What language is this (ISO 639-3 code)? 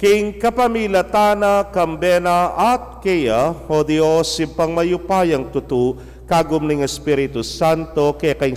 pam